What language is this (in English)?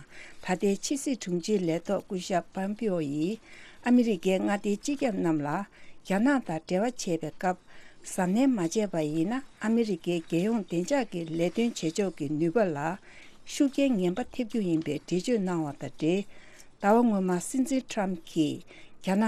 Tibetan